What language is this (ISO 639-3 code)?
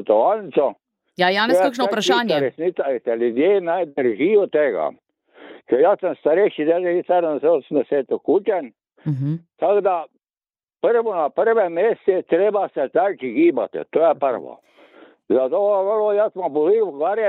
slv